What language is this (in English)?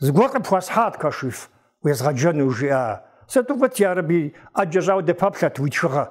Kabardian